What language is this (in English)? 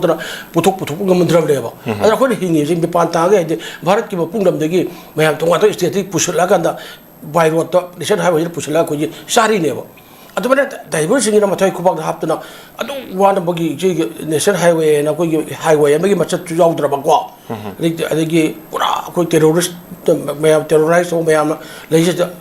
Manipuri